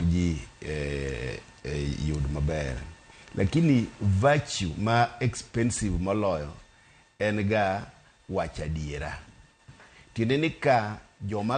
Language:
Luo (Kenya and Tanzania)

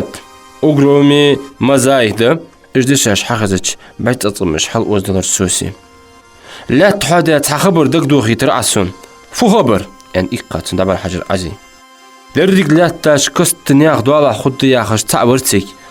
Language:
Ingush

